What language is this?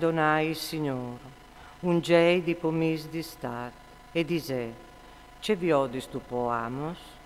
Friulian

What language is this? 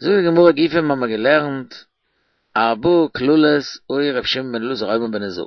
Yiddish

